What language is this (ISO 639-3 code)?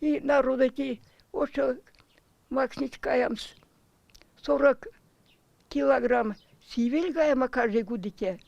myv